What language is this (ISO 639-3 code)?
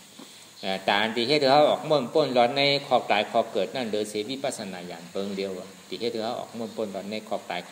shn